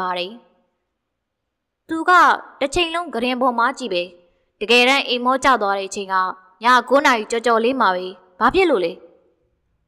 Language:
Burmese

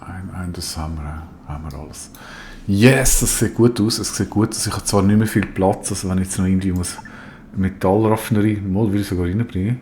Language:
Swiss German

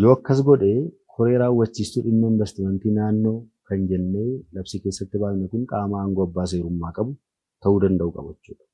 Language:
Oromo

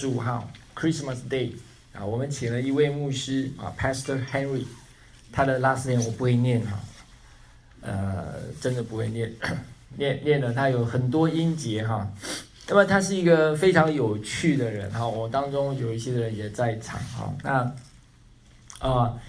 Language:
Chinese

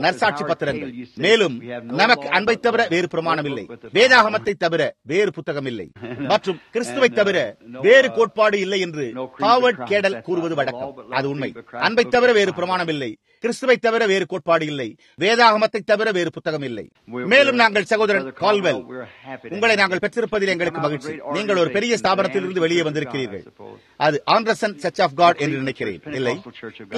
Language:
Tamil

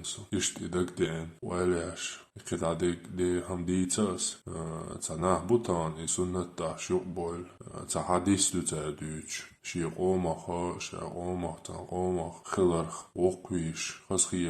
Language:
Chechen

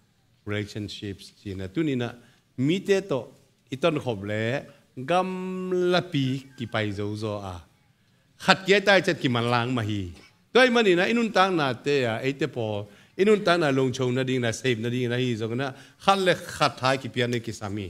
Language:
Tedim Chin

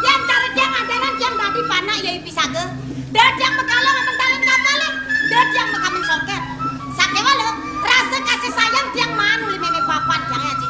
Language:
Balinese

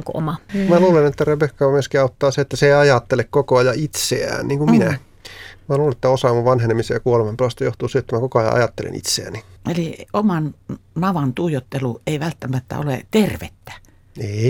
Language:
Finnish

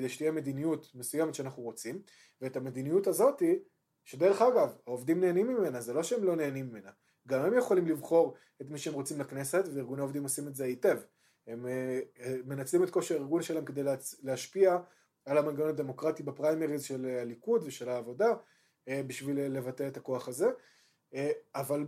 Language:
Hebrew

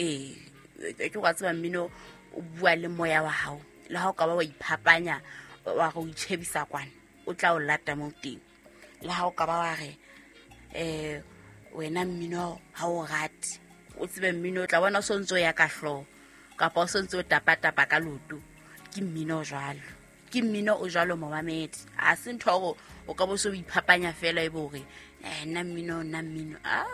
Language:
Southern Sotho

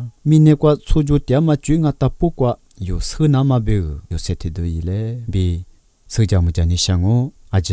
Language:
Lisu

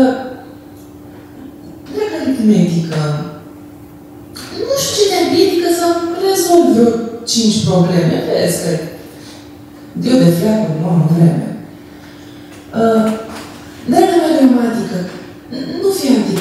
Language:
Romanian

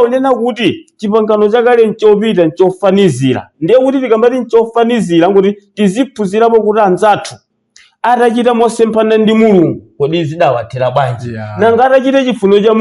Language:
Nyanja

